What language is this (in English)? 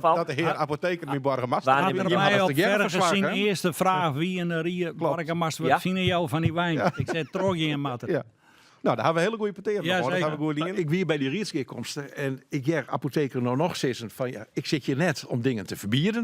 Western Frisian